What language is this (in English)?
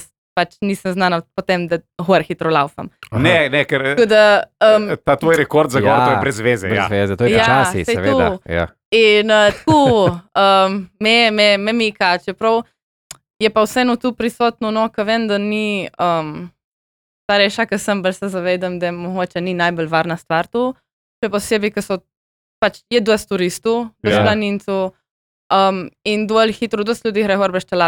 Slovenian